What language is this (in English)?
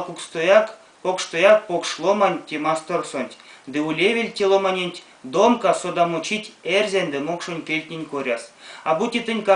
Erzya